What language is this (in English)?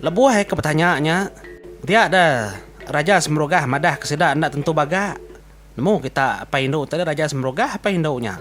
Iban